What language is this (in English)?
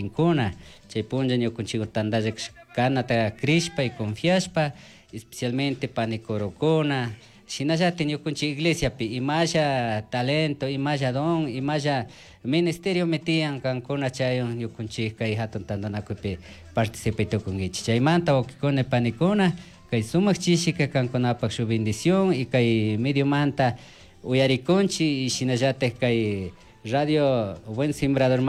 Chimborazo Highland Quichua